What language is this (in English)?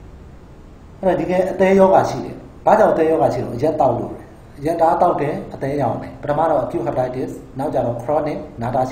Burmese